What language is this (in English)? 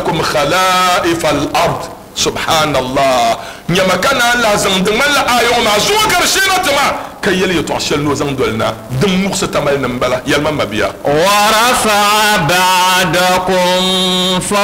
Dagbani